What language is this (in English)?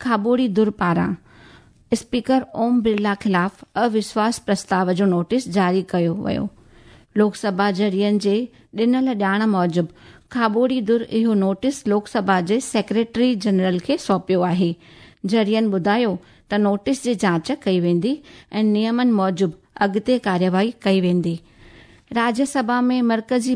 Sindhi